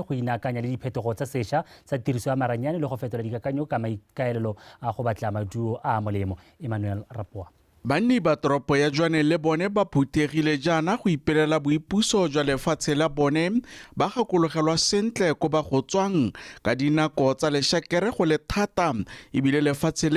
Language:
Tswana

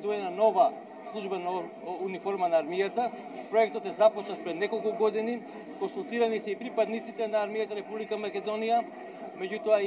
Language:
Macedonian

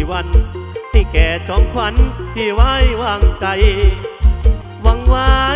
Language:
Thai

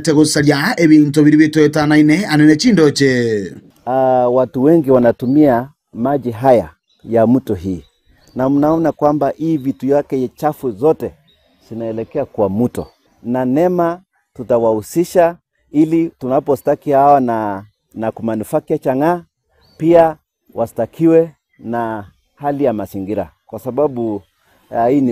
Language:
Gusii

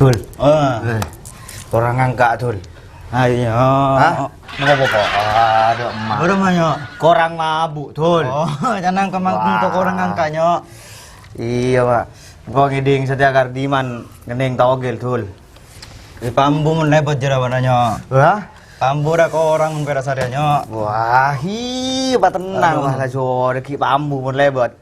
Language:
Madurese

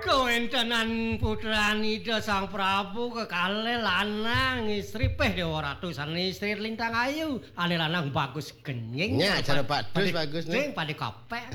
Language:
Balinese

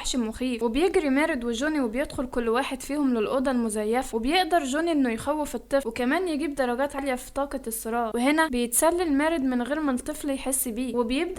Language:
Egyptian Arabic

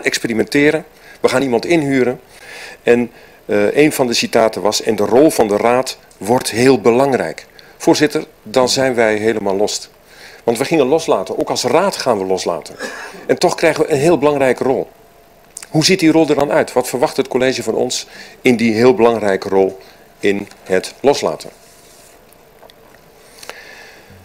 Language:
Dutch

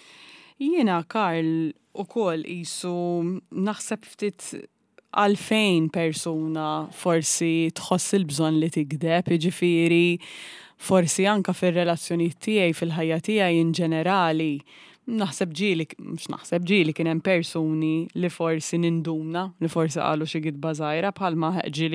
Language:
Maltese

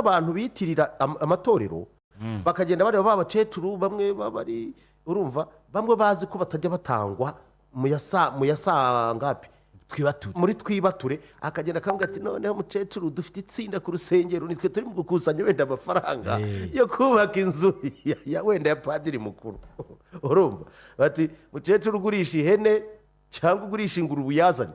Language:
Kinyarwanda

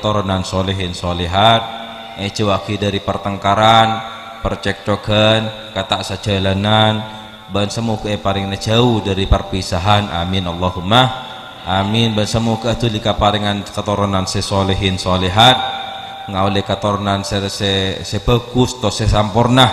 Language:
Madurese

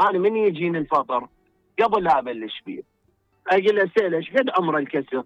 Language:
Mesopotamian Arabic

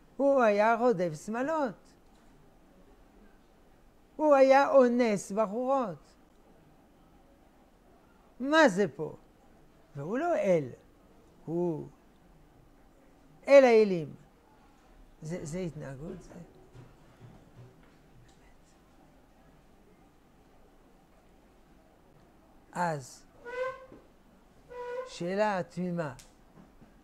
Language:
Hebrew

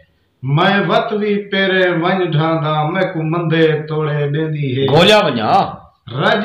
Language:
Saraiki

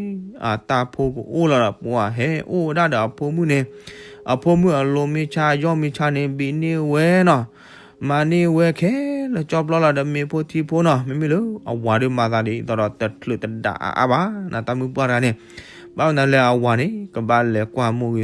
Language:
S'gaw Karen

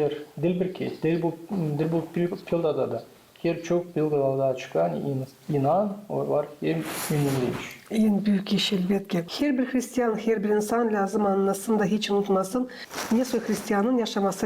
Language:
Gagauz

